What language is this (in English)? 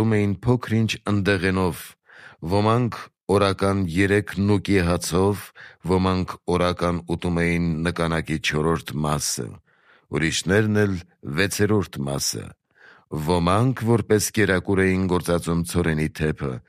Armenian